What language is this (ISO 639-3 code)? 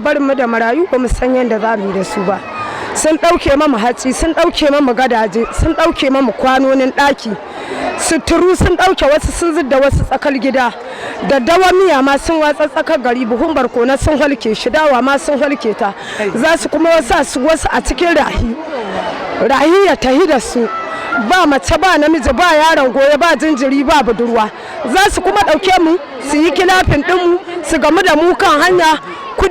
hau